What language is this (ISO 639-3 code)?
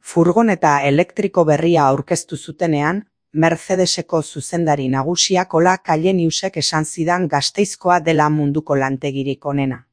eus